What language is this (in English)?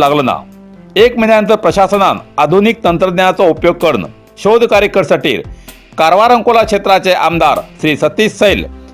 Konkani